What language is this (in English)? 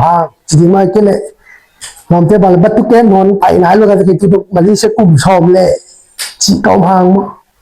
Tedim Chin